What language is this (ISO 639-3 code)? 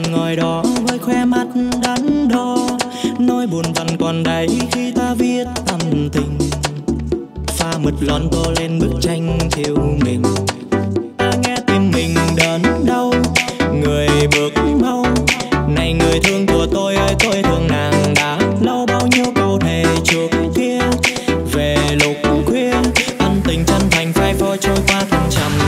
vie